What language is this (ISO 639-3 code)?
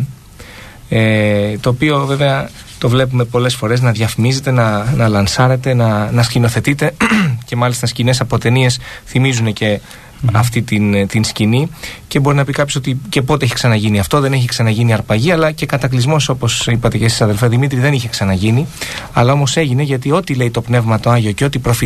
ell